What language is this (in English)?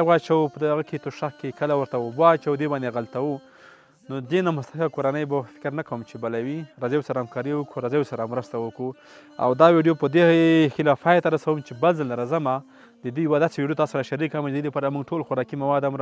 Pashto